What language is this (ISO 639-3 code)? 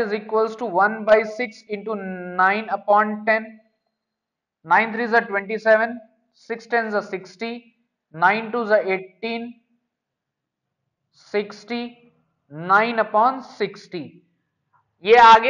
hin